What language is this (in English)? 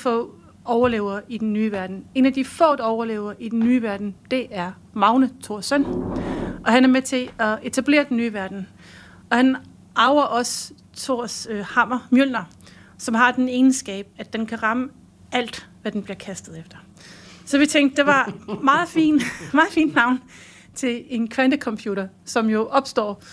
Danish